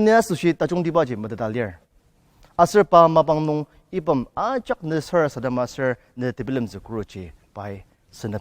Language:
Ao Naga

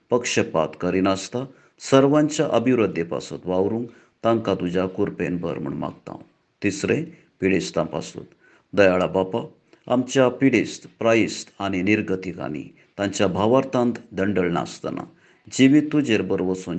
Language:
Konkani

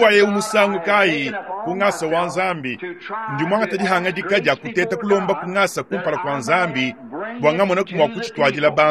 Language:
Luba-Lulua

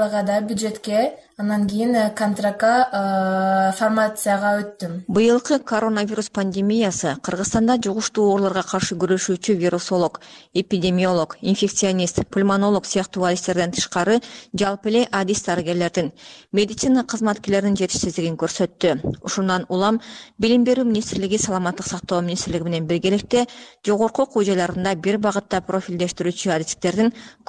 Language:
Kyrgyz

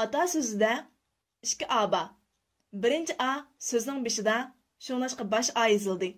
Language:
Uyghur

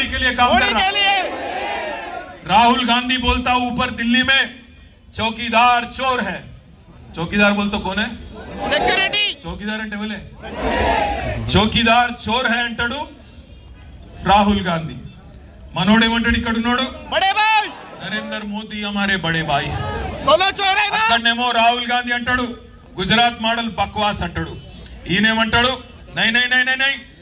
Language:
Telugu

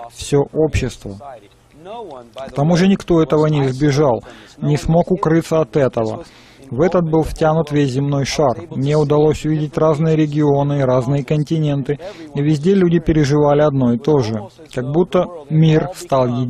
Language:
Russian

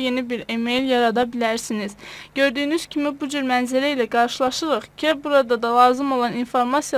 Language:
Azerbaijani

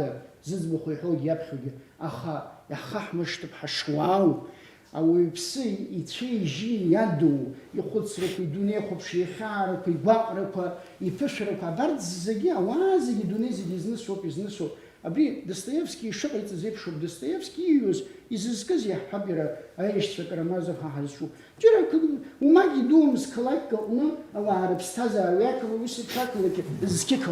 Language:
Abkhazian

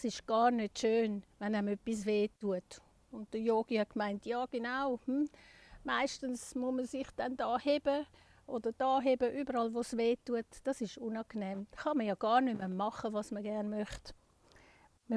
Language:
Swiss German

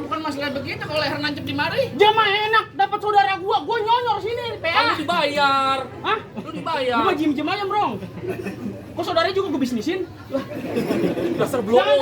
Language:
Betawi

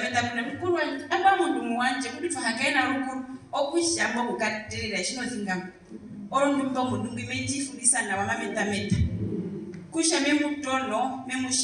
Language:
Herero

